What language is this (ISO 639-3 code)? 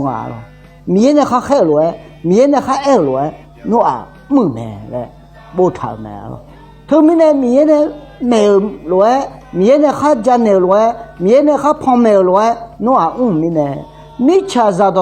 ahk